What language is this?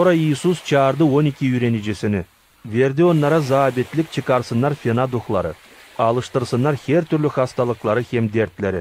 Gagauz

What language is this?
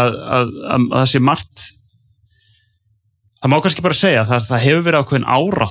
Icelandic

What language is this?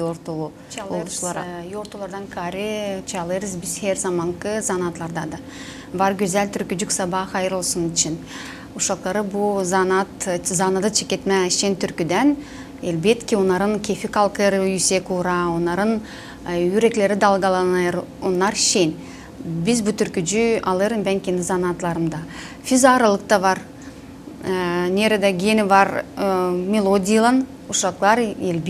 Gagauz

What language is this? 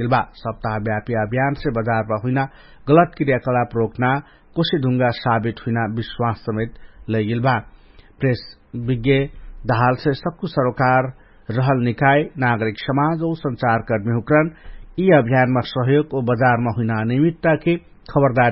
Dangaura Tharu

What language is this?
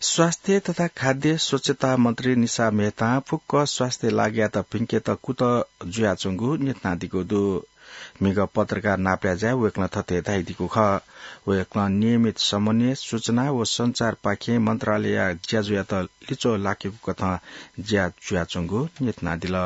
Newari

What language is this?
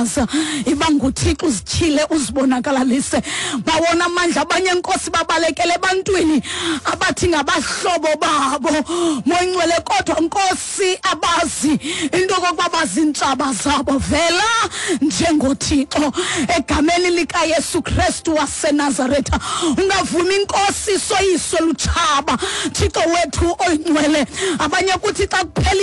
Xhosa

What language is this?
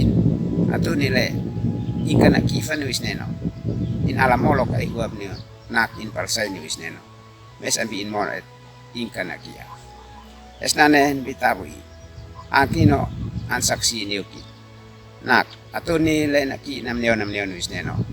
Uab Meto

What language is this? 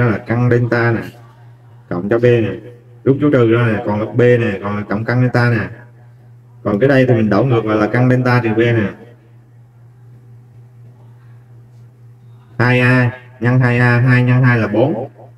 Vietnamese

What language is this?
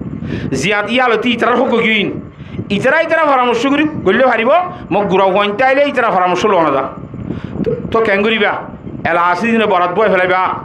Rohingya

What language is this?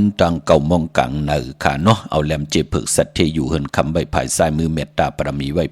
Shan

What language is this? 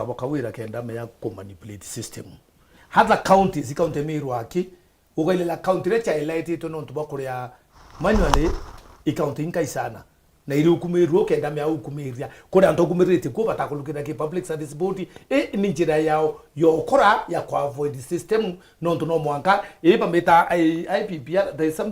Meru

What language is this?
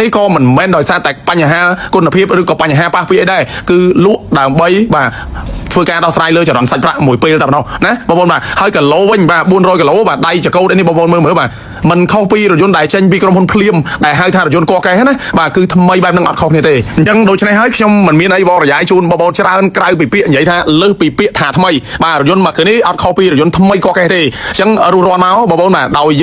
Khmer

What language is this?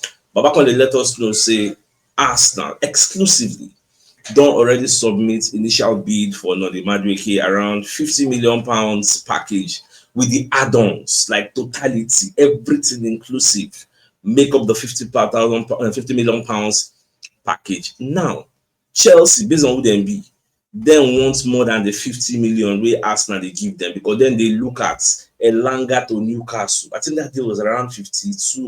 Nigerian Pidgin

